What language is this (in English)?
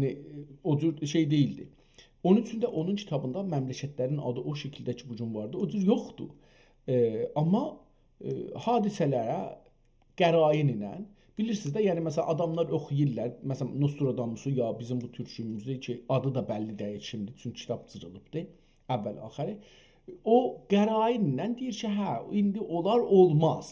South Azerbaijani